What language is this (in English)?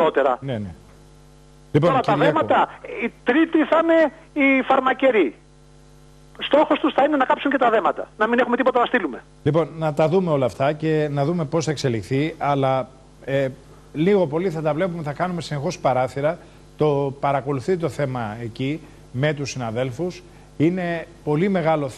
Greek